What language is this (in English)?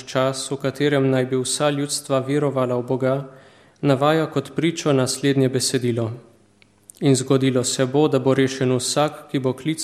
Slovenian